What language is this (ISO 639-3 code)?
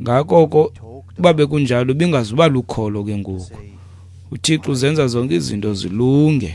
xho